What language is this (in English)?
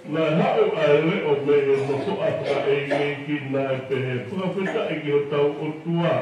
Tongan